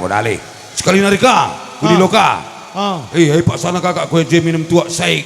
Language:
Batak Karo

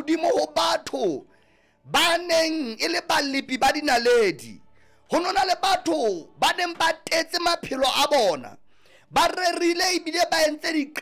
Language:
Southern Sotho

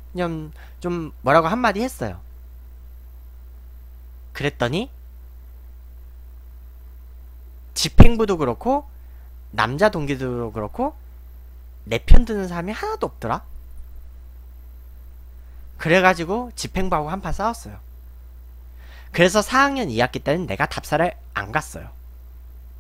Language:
Korean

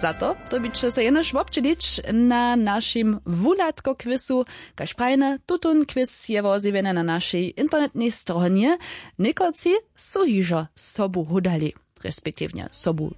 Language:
Upper Sorbian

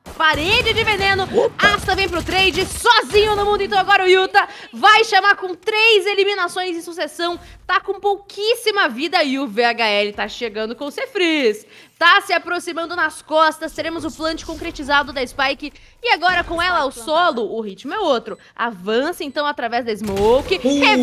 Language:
Portuguese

